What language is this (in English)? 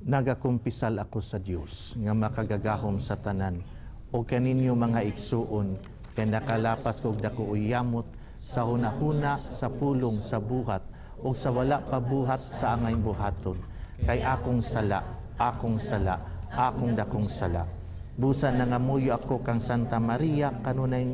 Cebuano